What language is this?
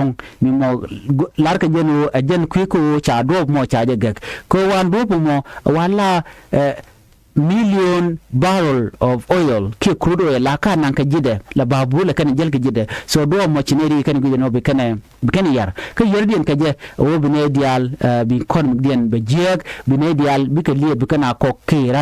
Nuer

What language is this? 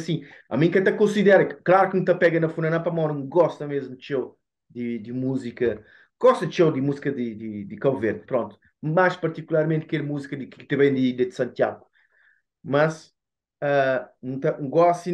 Kabuverdianu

